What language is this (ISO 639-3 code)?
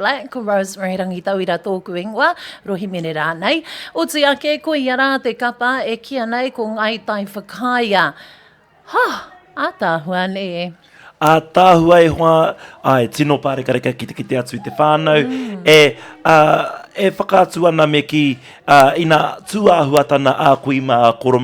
mri